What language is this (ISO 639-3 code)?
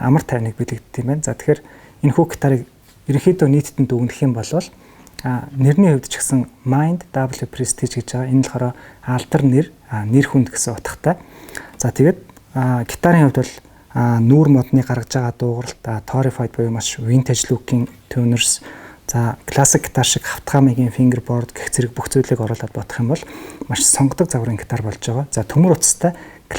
mon